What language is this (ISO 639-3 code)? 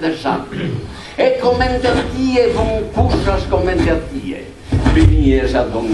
srd